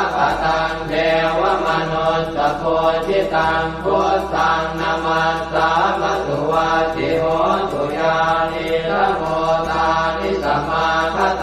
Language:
Pali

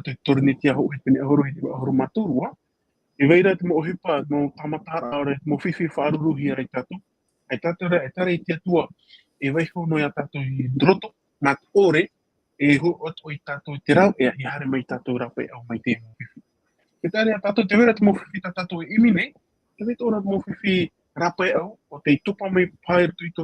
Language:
Tahitian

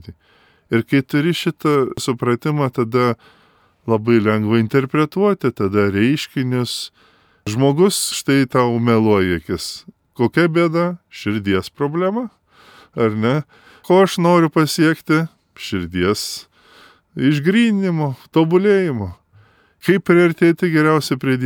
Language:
Lithuanian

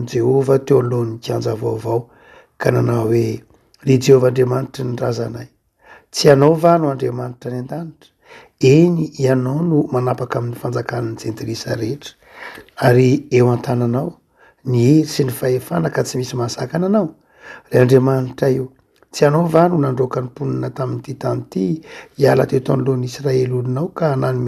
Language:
Malagasy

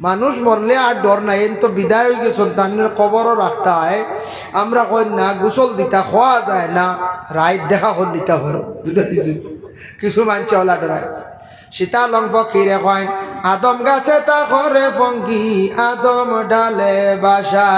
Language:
Sylheti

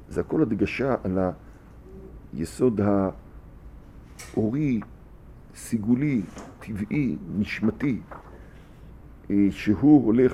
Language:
Hebrew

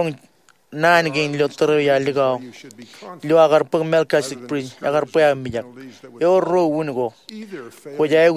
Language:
Marshallese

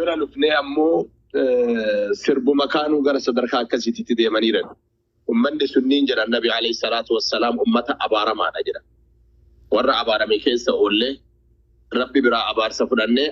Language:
Oromo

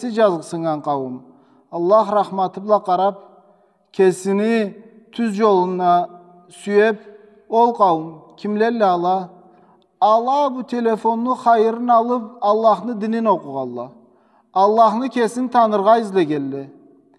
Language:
Karachay-Balkar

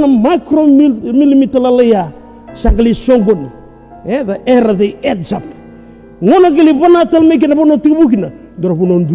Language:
Fijian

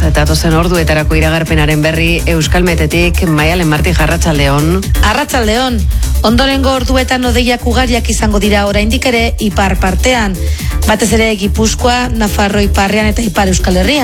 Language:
Basque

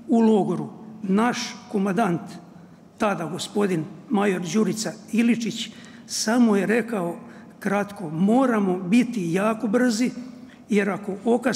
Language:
Serbian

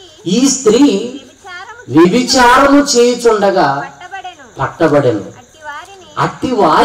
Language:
Telugu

